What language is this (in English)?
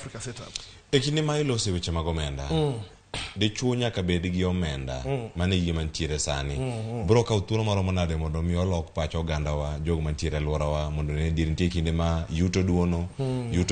Luo (Kenya and Tanzania)